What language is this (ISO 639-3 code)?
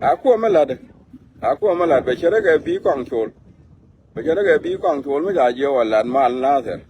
nus